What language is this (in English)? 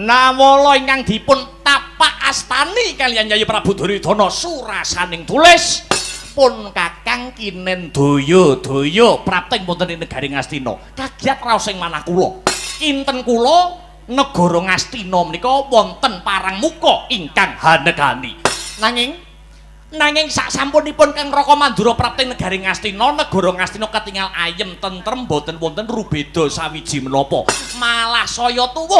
Javanese